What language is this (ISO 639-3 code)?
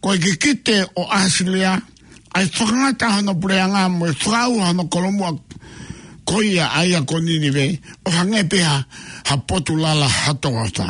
ton